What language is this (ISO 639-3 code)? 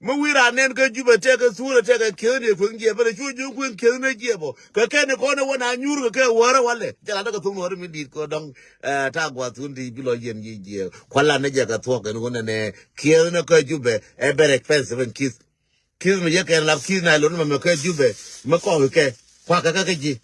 nus